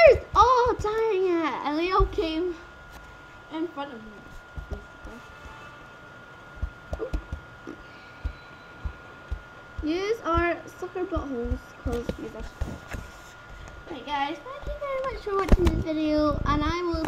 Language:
English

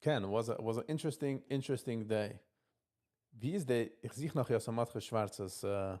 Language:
Yiddish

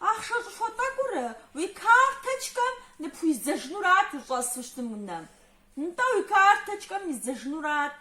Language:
Kabardian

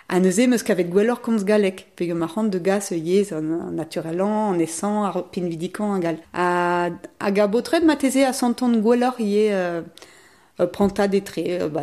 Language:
Breton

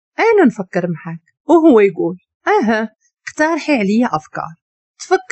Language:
Moroccan Arabic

